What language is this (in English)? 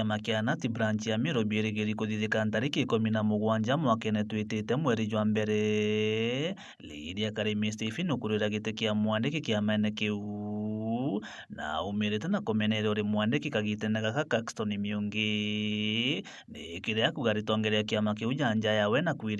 Meru